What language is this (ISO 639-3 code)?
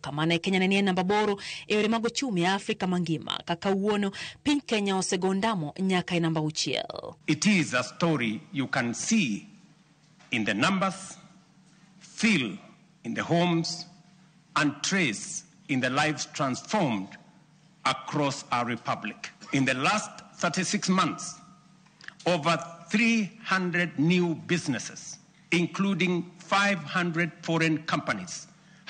luo